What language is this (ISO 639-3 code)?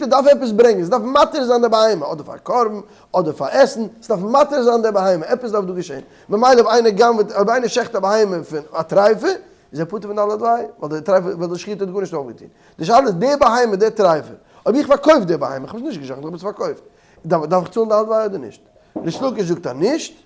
yid